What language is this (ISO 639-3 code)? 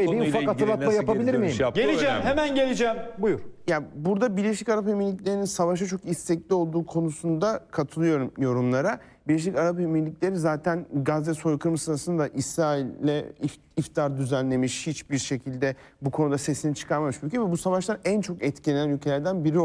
tur